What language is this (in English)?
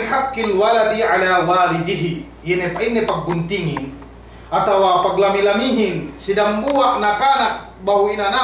Yakan